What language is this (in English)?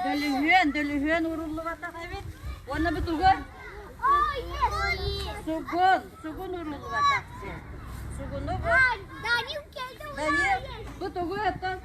Yakut